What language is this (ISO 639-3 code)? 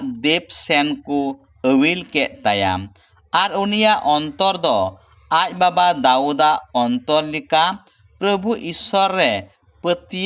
sat